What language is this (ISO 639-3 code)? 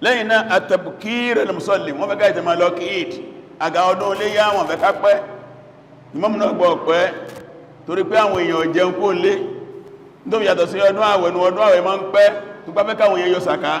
yor